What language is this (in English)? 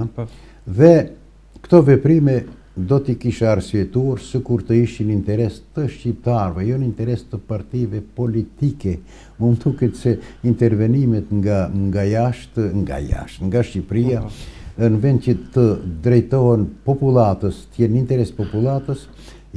Albanian